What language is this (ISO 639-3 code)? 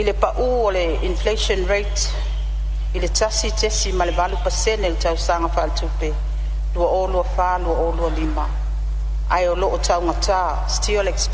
smo